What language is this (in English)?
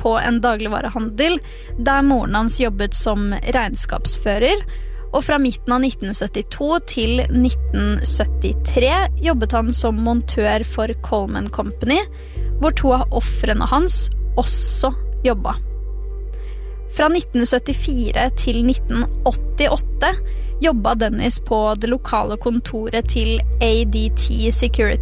Norwegian